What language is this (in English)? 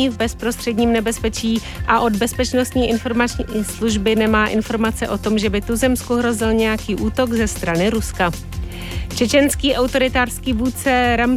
Czech